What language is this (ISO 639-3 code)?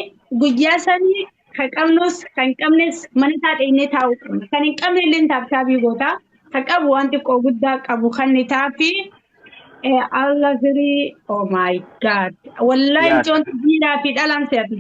orm